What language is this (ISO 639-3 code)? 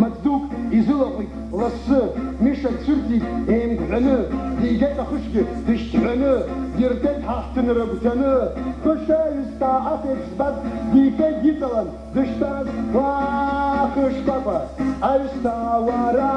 abk